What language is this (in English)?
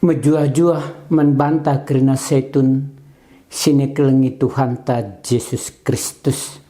Batak Karo